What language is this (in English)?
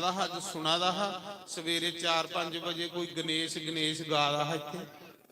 Dogri